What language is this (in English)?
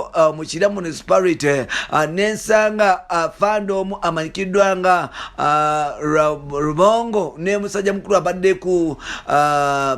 Ganda